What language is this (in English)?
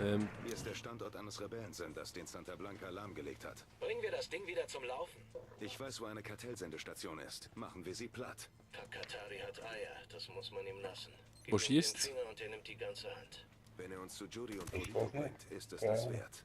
Swiss German